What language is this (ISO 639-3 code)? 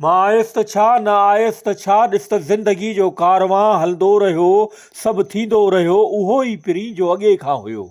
snd